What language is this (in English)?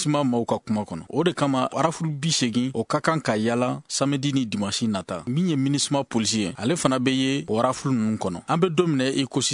Bambara